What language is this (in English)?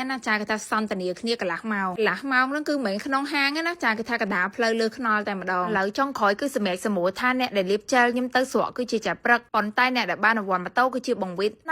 Khmer